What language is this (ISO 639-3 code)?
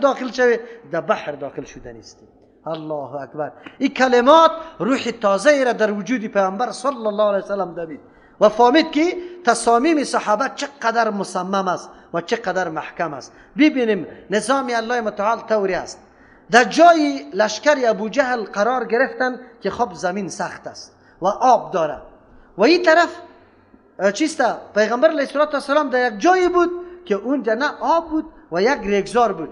fas